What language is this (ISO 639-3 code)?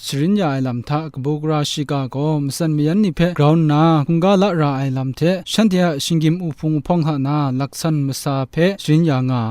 kac